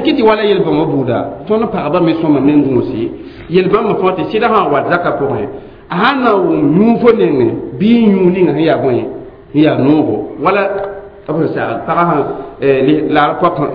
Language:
Mossi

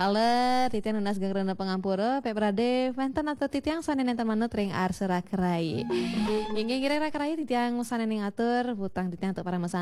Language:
Balinese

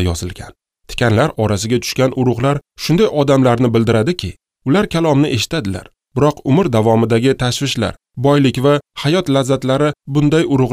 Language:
Uzbek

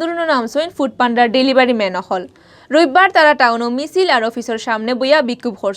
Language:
Sylheti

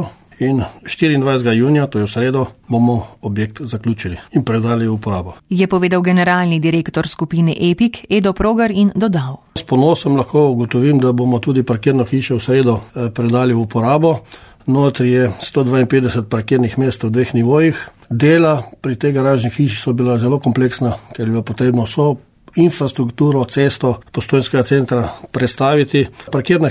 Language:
Slovenian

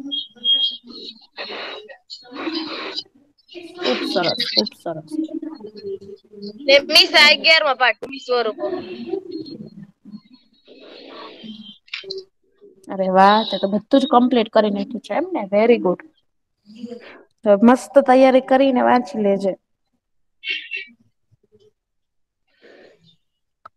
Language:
Gujarati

